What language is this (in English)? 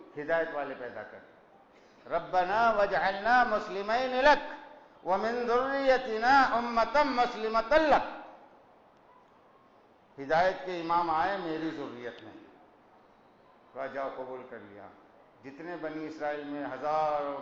Urdu